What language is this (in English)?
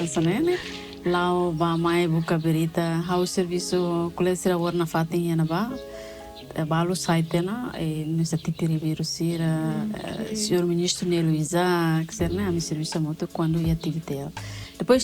Tetum